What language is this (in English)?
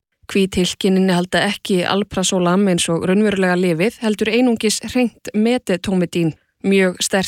Icelandic